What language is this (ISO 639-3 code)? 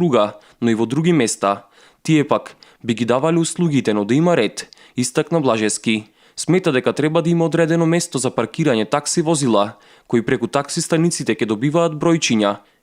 mkd